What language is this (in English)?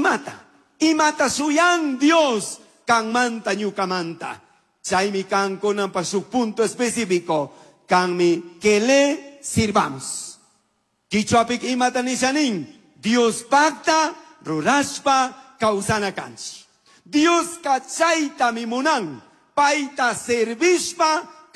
Chimborazo Highland Quichua